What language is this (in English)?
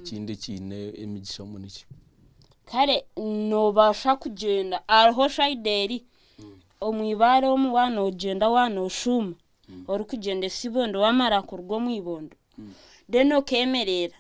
Nyankole